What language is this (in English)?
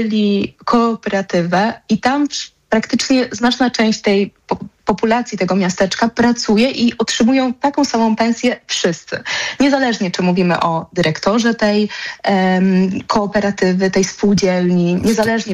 Polish